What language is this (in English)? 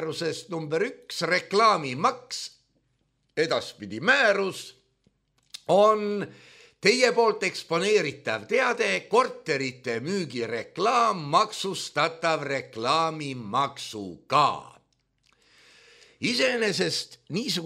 Estonian